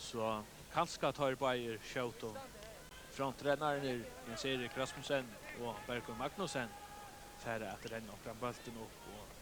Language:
Faroese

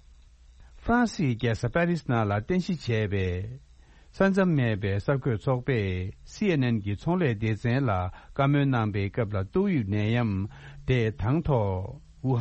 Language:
Tibetan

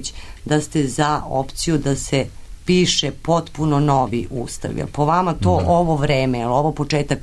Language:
Serbian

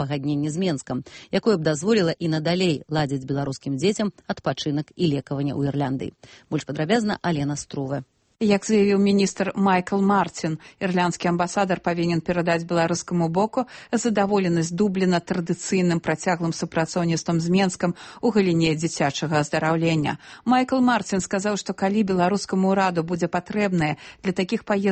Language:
Belarusian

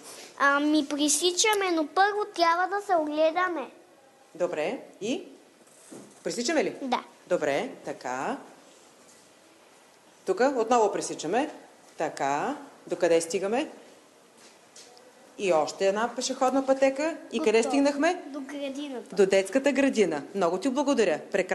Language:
Bulgarian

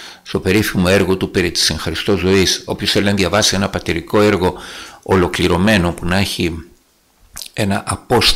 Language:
Greek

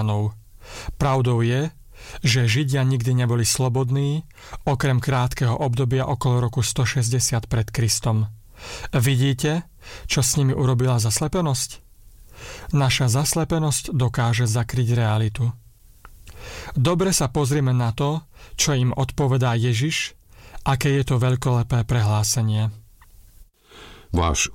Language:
Slovak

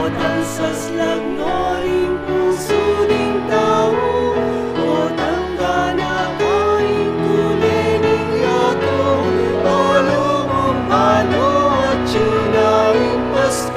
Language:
Pampanga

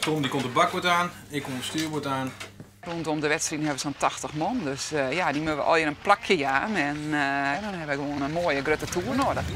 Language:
Western Frisian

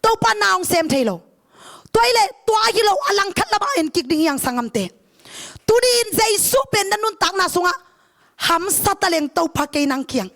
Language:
Tedim Chin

